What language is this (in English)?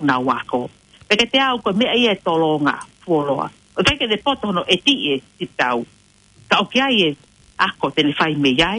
Tongan